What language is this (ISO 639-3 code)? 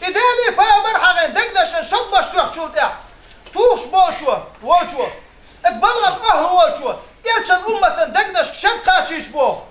che